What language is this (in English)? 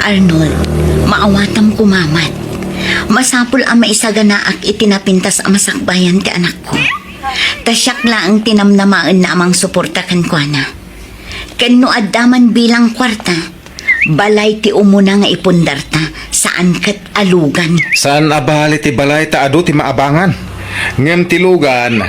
Iloko